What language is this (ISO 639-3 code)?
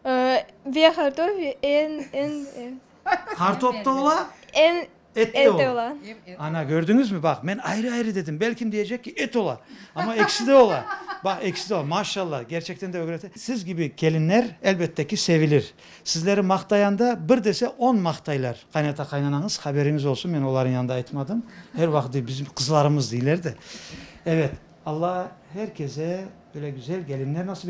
crh